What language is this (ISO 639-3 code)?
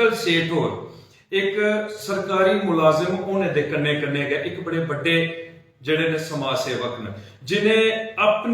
doi